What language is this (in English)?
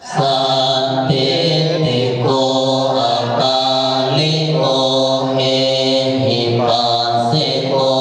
Pali